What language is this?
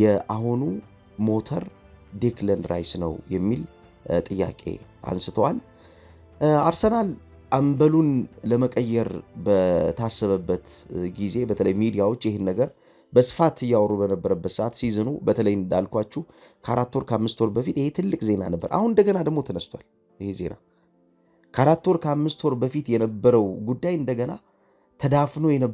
Amharic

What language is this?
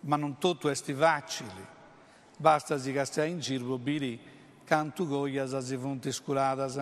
Sardinian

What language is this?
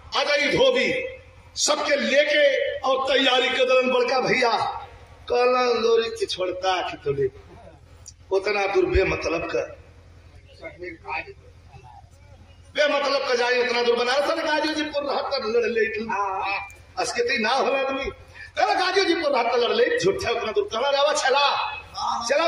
Bhojpuri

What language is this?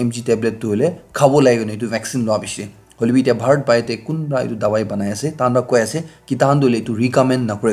Naga Pidgin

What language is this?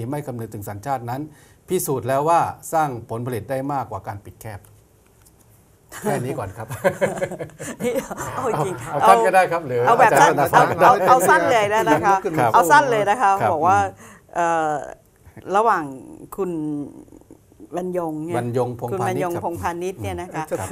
Thai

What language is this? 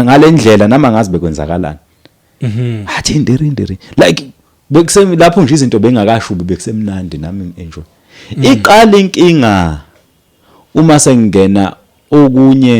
Zulu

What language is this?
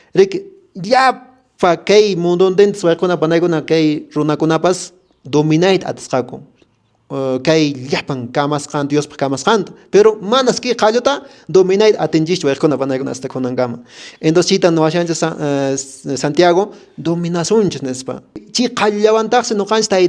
Quechua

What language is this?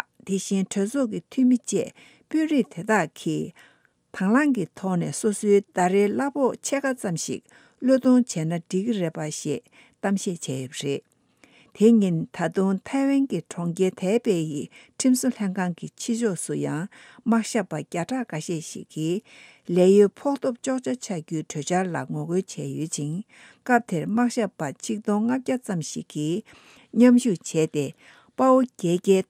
Tibetan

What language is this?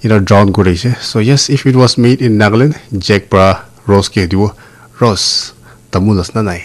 Naga Pidgin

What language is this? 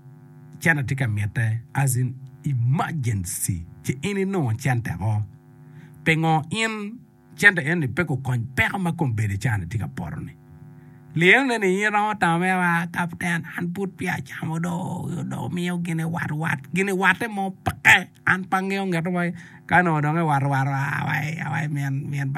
Acoli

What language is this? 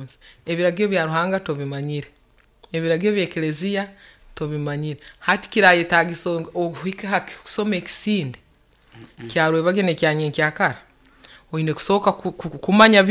Nyoro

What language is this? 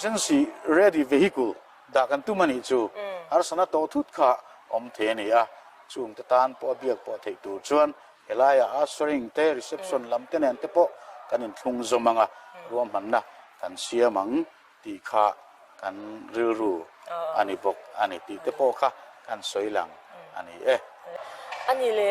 Mizo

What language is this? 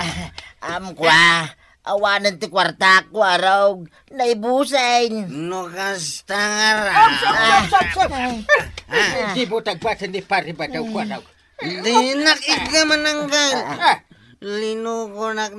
Iloko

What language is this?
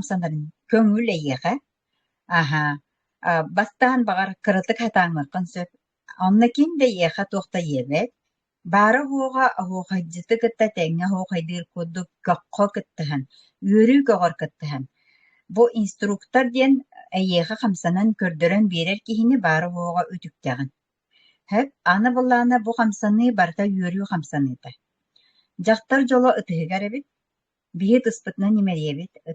Yakut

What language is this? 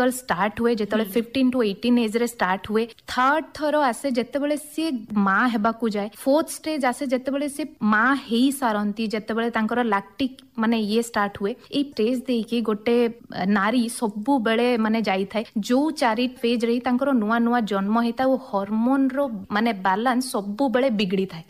Odia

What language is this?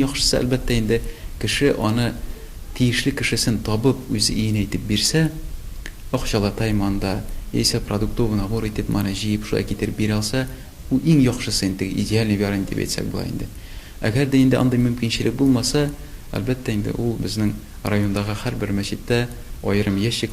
Tatar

